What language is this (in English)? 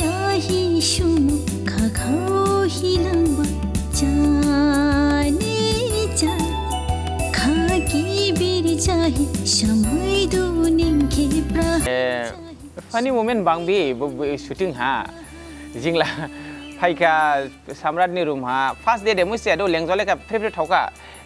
Dimasa